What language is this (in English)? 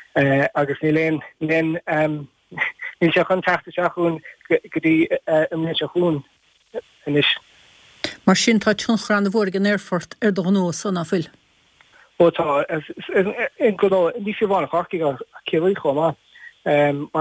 Irish